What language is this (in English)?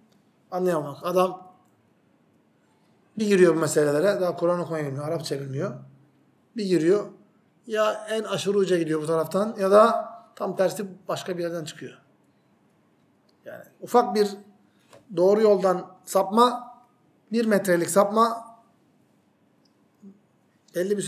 Turkish